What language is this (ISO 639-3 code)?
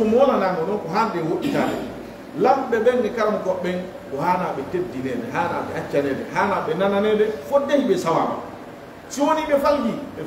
fuf